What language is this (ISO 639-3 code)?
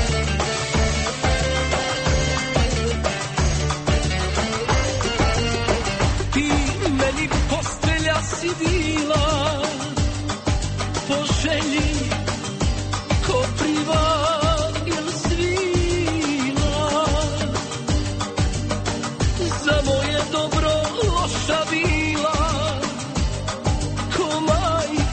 hrv